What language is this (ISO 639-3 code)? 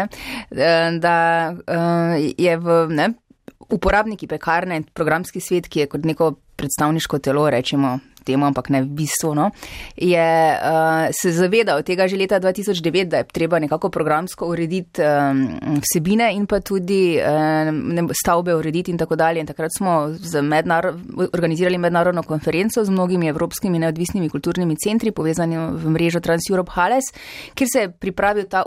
slv